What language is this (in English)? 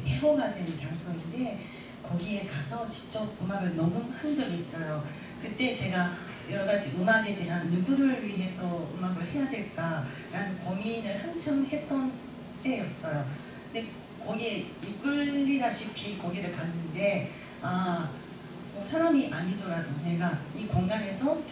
Korean